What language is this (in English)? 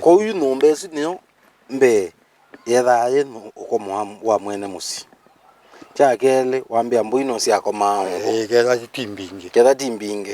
Kamba